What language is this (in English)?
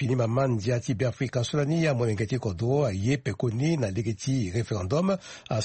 Sango